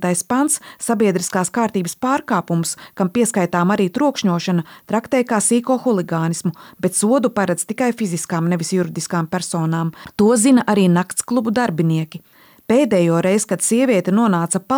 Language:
Latvian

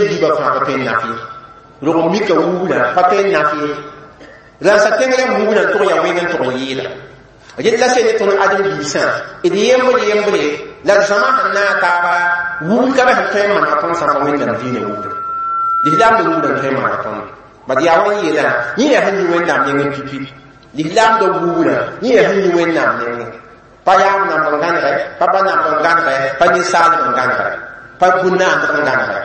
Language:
Mossi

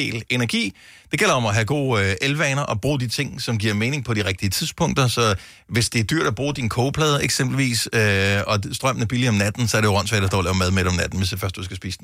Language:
Danish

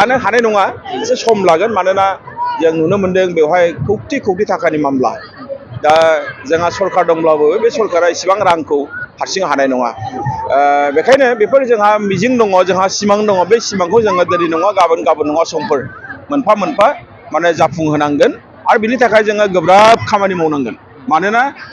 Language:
Bodo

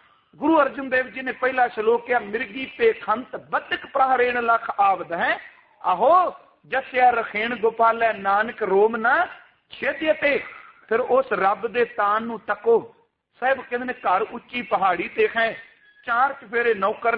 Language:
Punjabi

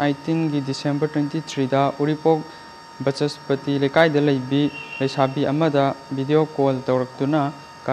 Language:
Manipuri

